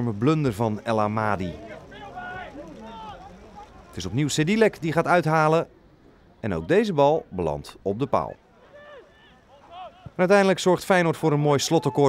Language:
Dutch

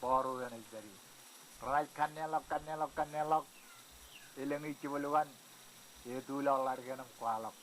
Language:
Marshallese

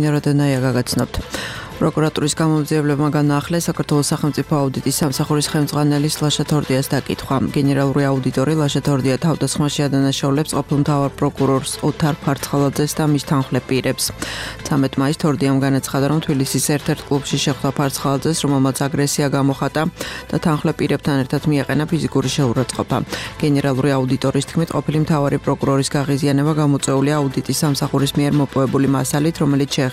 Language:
Georgian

